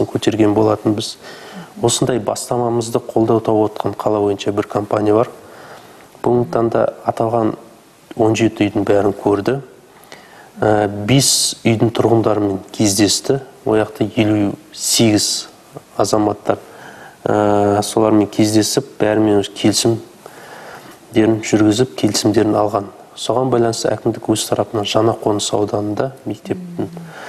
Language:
Kazakh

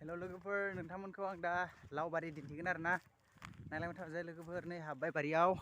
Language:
Bodo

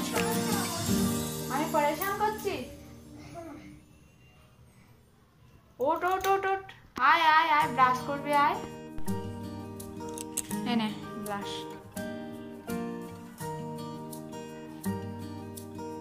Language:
Bangla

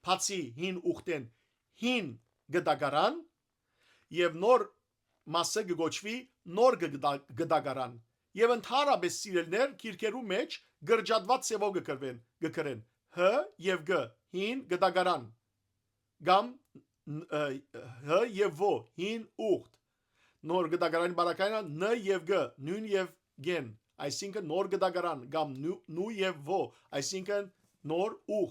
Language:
Western Armenian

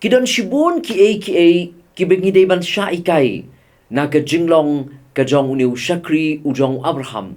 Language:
Khasi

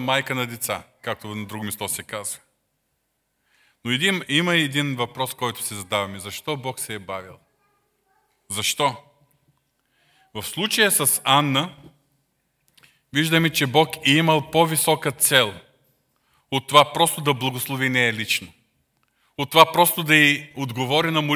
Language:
Bulgarian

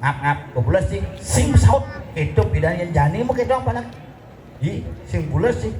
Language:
Balinese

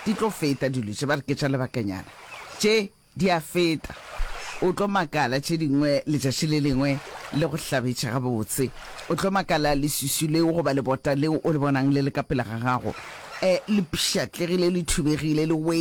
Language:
Northern Sotho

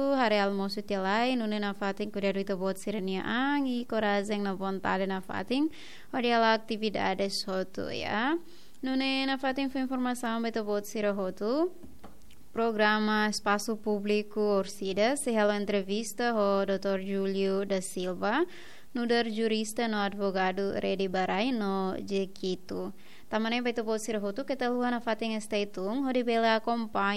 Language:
Tetum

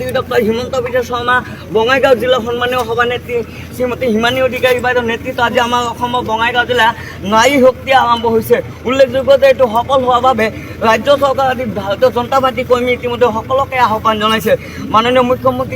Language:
Assamese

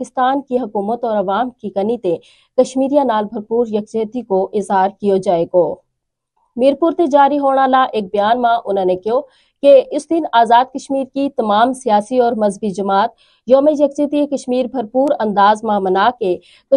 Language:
Gujari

